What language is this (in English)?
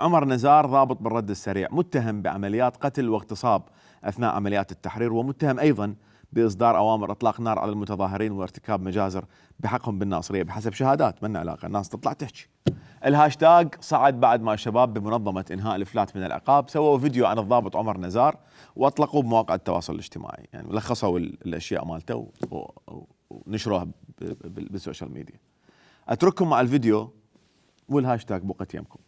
Mesopotamian Arabic